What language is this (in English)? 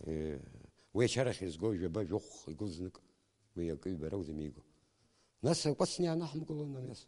Abkhazian